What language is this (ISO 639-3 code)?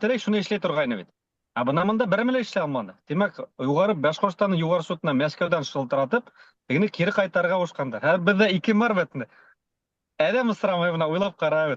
bak